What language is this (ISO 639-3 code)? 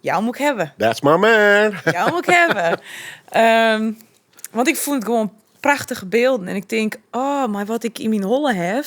fry